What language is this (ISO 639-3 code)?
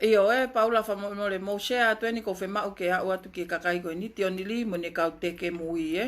ton